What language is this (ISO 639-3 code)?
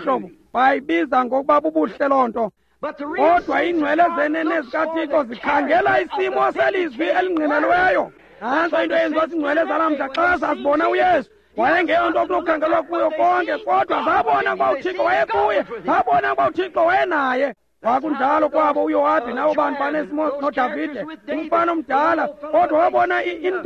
xho